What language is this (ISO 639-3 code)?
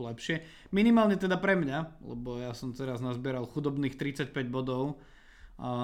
slk